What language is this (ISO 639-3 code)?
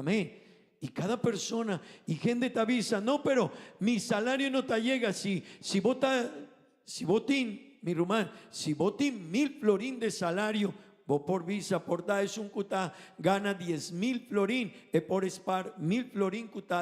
pap